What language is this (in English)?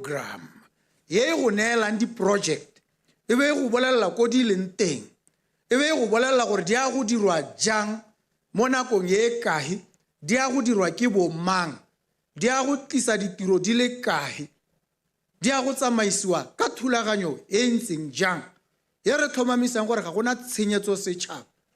Tswana